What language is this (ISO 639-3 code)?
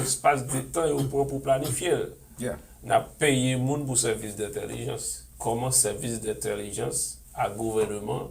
hat